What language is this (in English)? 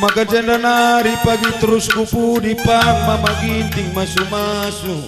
Batak Karo